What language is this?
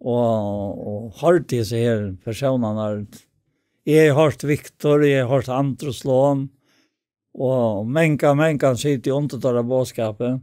Faroese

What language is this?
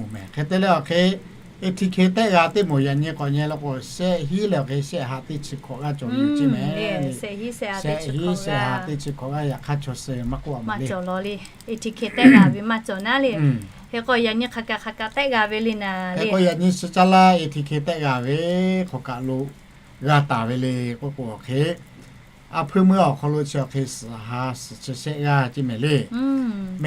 Lahu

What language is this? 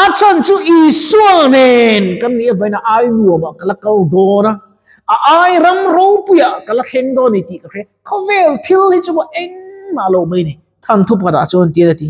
Mizo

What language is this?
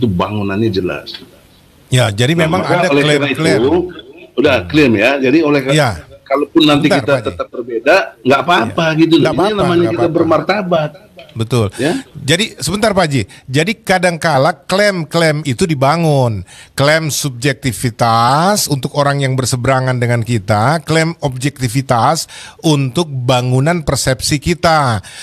Indonesian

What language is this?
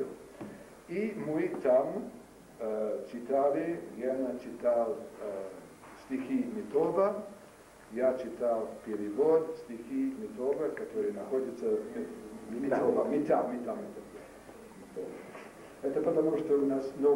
Chuvash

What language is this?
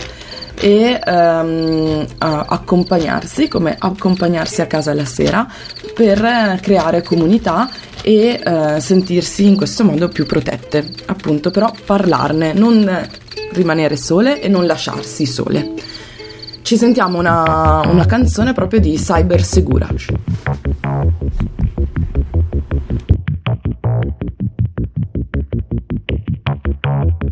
Italian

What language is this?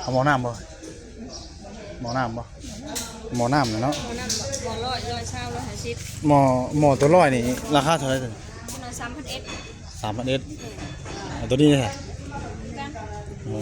Northeastern Thai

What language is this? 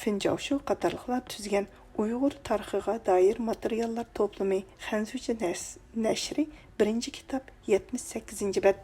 Uyghur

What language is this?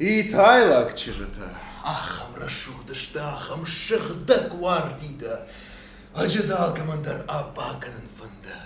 Ossetic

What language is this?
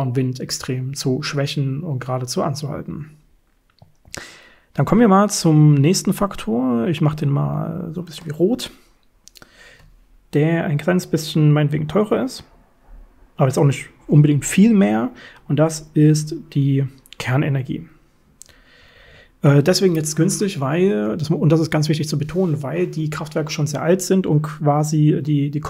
German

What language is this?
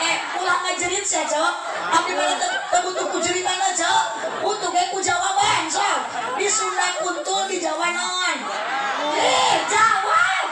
Sundanese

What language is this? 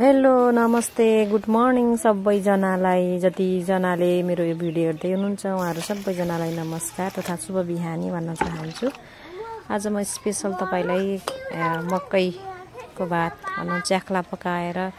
Nepali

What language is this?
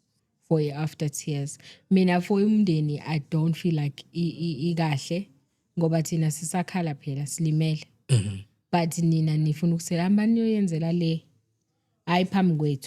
Zulu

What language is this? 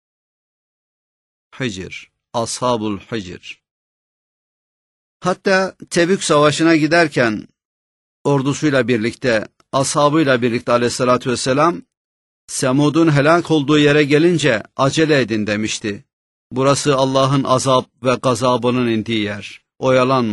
Turkish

